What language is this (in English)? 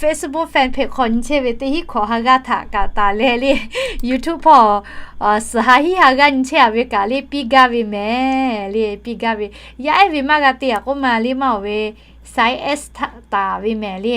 Lahu